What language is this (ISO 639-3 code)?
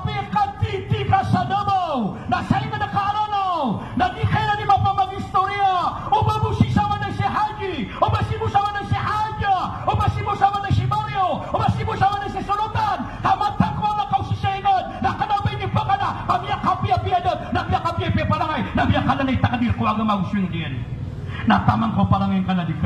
mrw